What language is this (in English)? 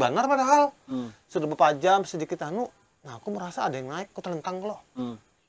Banjar